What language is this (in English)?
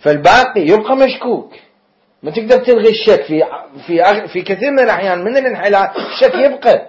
Mesopotamian Arabic